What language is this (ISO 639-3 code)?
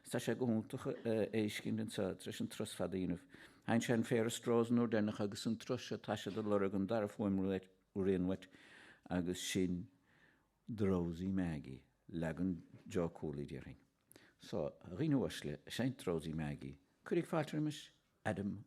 gle